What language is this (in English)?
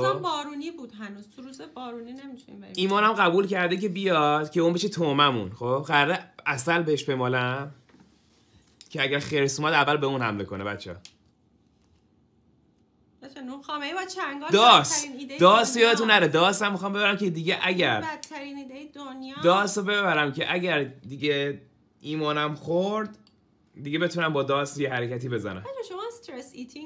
Persian